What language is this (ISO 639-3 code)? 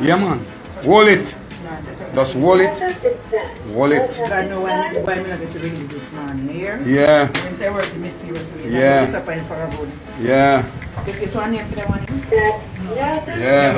jam